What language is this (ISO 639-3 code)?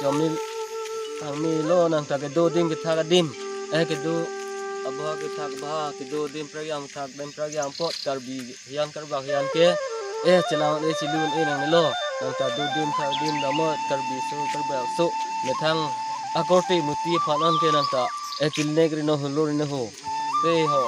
mjw